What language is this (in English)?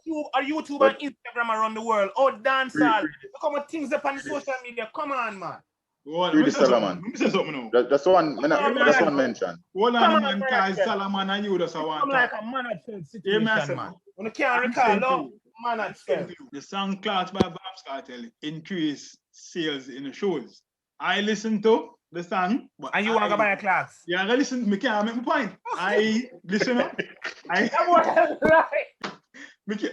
Jamaican Creole English